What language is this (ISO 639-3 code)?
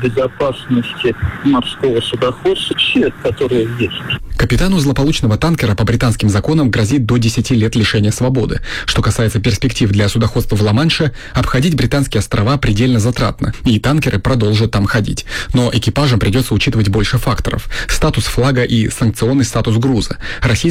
rus